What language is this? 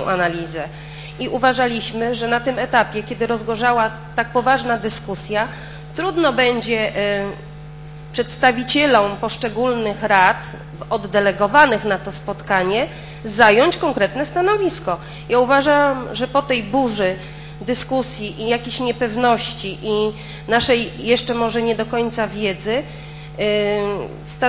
Polish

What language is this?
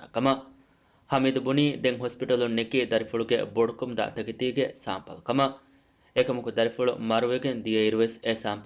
Divehi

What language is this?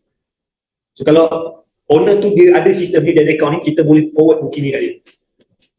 Malay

